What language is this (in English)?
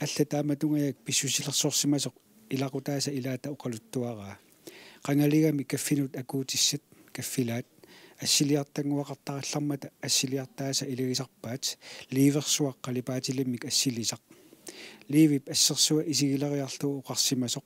Kalaallisut